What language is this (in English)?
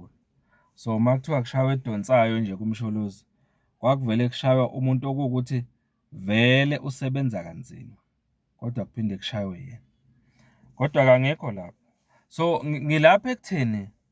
Zulu